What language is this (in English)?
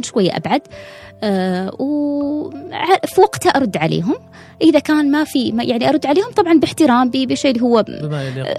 Gulf Arabic